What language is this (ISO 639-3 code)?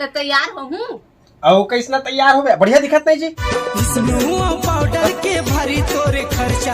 hne